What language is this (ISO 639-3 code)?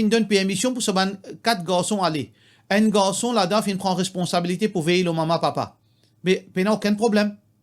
mfe